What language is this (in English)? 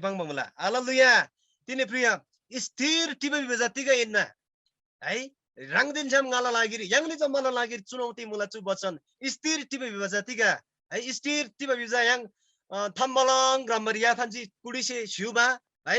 Eastern Tamang